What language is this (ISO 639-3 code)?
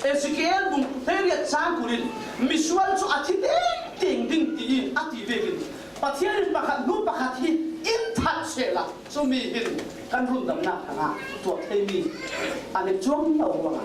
cfm